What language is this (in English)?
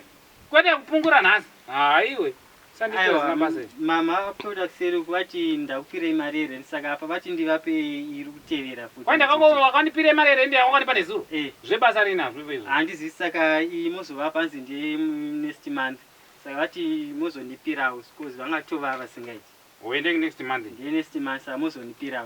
Shona